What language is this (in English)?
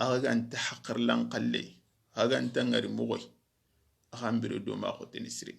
Soninke